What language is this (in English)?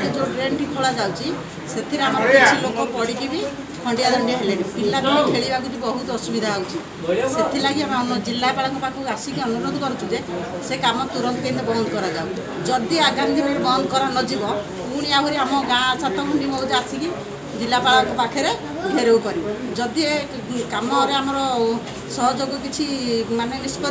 Odia